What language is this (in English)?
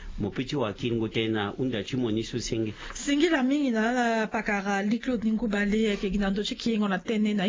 Sango